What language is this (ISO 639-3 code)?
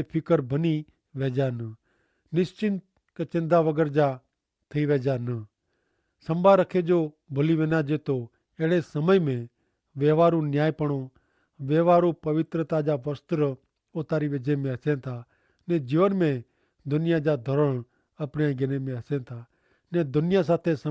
kfr